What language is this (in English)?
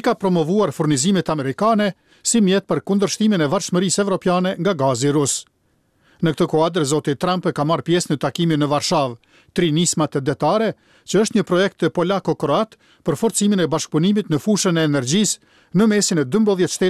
Albanian